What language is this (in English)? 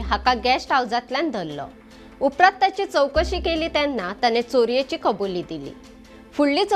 Konkani